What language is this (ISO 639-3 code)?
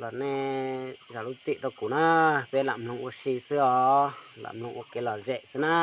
hmn